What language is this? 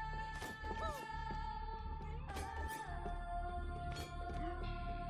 German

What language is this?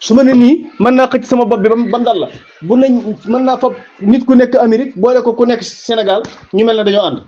Wolof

